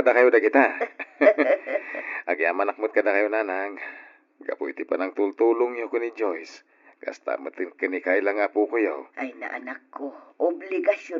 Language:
Iloko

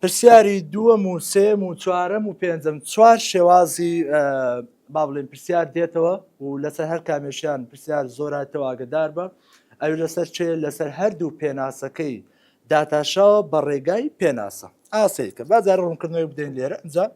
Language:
Central Kurdish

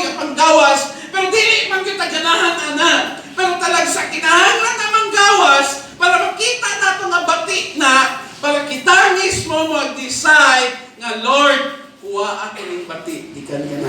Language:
Cebuano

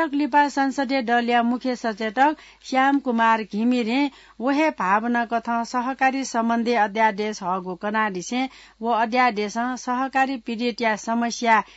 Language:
Newari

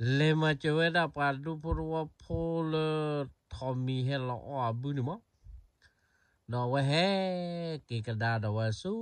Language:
S'gaw Karen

